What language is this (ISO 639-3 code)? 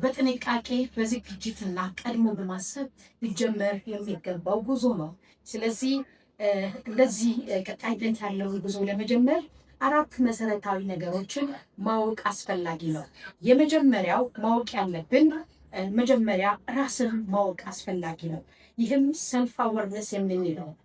amh